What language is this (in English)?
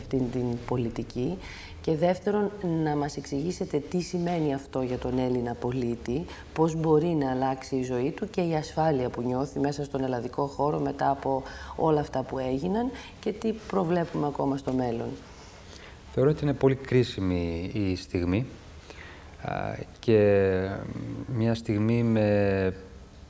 Greek